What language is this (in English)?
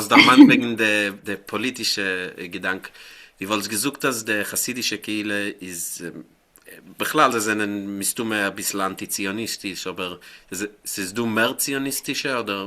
Yiddish